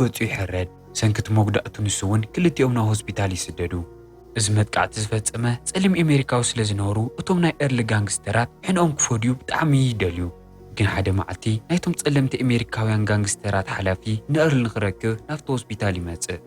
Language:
Tigrinya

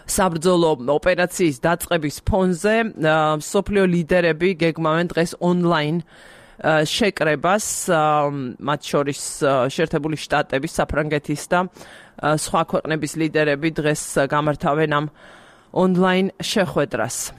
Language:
Georgian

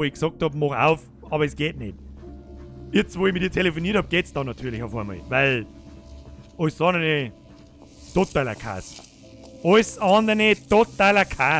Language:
Bavarian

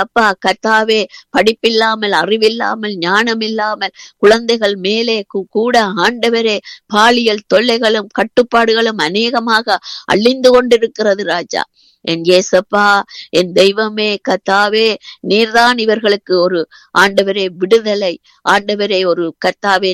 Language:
Tamil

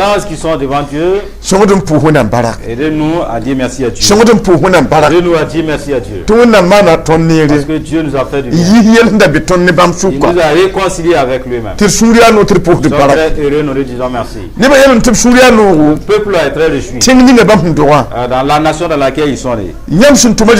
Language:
Mossi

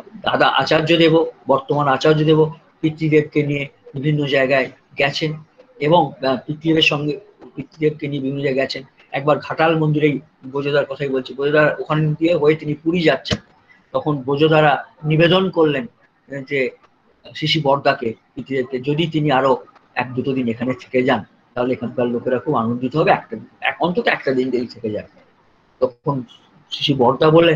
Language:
Bangla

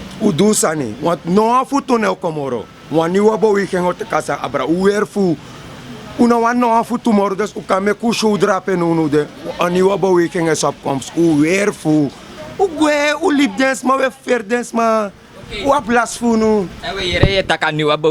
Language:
Sranan Tongo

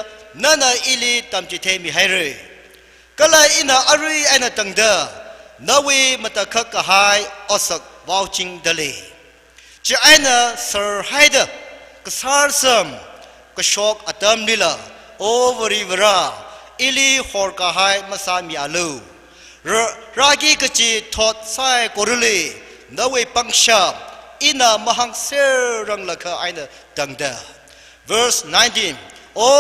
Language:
Tangkhul Naga (India)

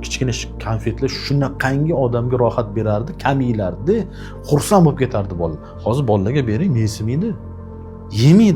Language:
Uzbek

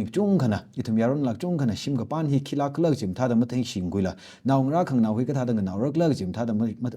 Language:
Tangkhul Naga (India)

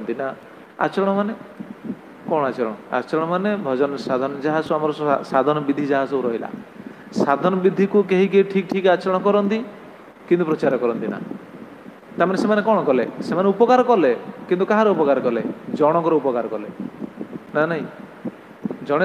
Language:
Odia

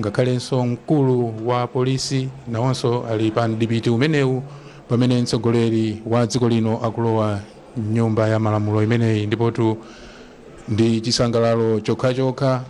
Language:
Nyanja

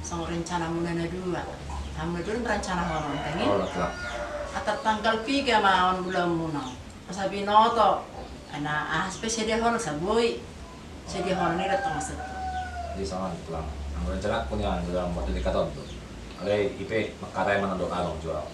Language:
Batak Toba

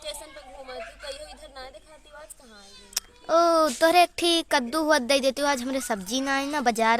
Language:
Awadhi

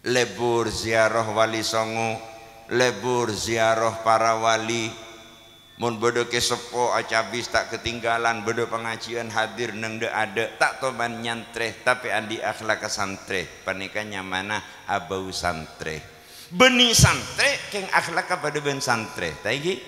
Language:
Madurese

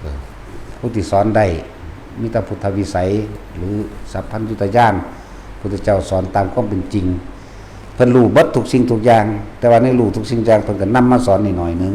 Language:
Northeastern Thai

